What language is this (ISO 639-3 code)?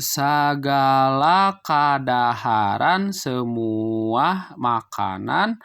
sun